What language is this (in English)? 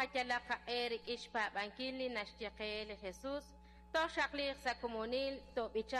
Kekchí